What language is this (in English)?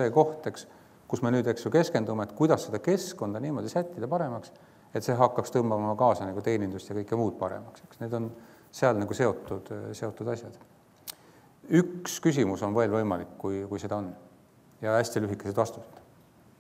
Estonian